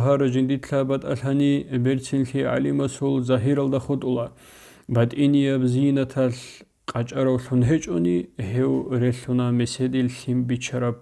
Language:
Avaric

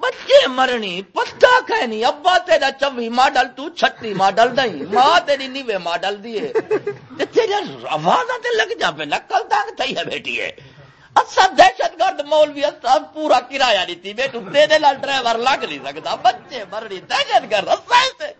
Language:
Saraiki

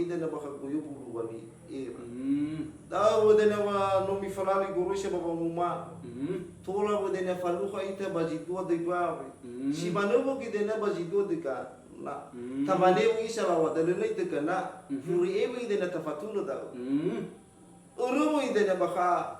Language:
Nias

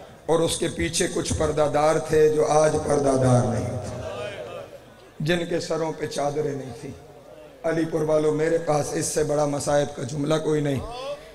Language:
Urdu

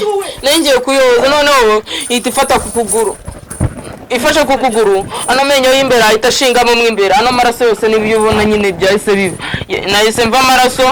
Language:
Kinyarwanda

